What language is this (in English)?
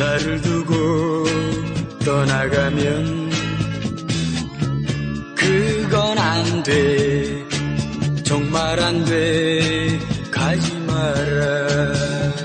Korean